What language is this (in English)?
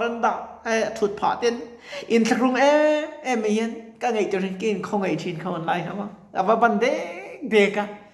Mizo